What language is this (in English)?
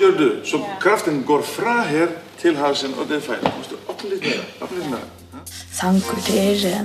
Faroese